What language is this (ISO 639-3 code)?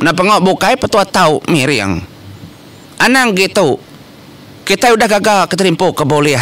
iba